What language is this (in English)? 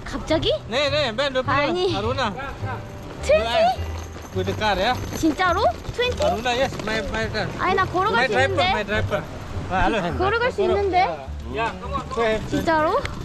Korean